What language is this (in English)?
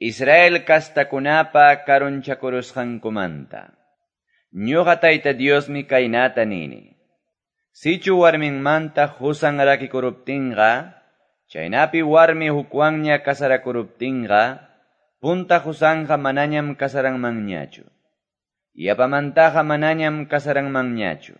Quechua